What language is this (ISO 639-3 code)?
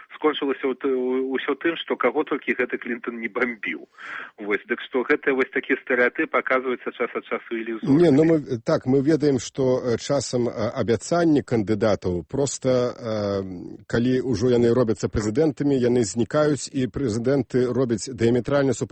bel